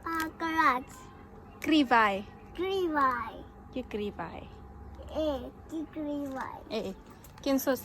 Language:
Tswana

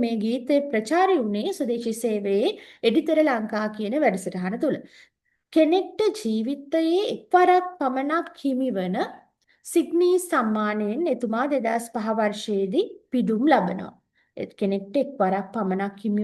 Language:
Sinhala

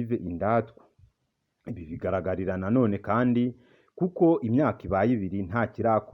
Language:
Kinyarwanda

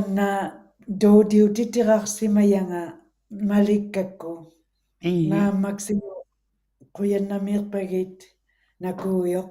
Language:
Western Canadian Inuktitut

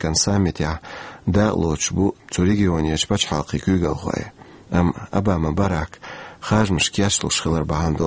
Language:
Chechen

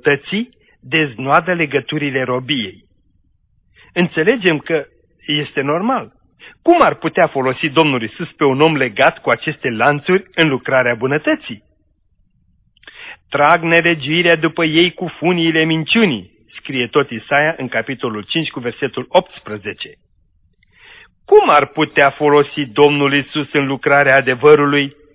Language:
Romanian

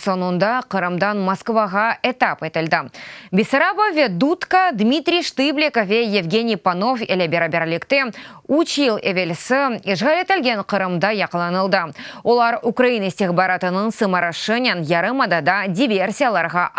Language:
Crimean Tatar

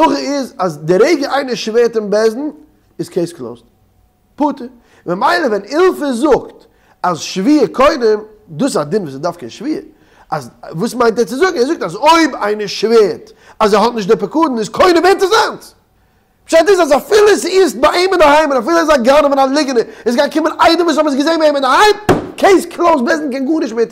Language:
Yiddish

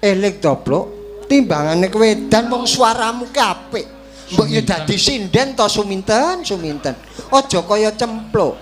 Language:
Javanese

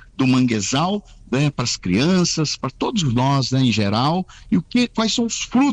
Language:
Portuguese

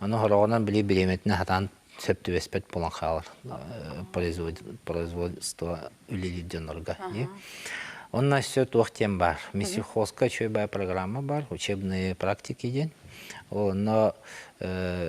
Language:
Yakut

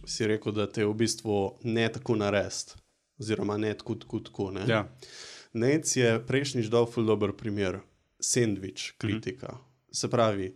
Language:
Slovenian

